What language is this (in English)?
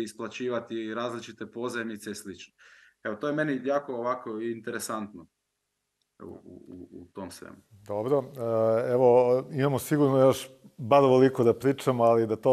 Serbian